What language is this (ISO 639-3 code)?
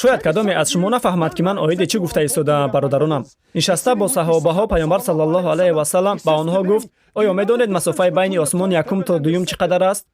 tgk